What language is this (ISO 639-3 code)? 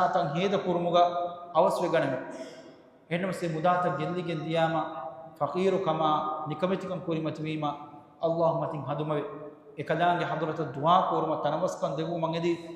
div